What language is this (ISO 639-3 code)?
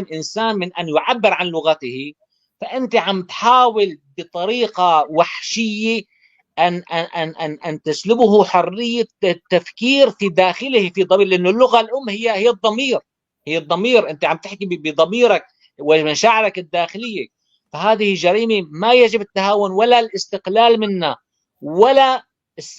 apc